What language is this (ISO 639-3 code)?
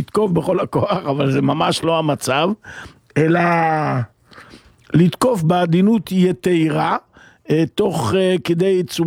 heb